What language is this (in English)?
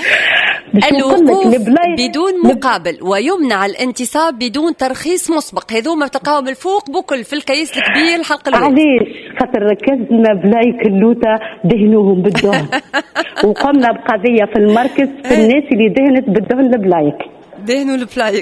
Tunisian Arabic